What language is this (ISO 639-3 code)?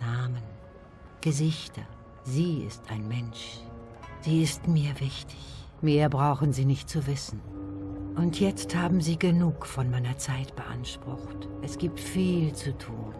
gsw